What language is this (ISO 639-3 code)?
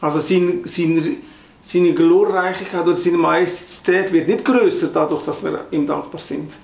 gsw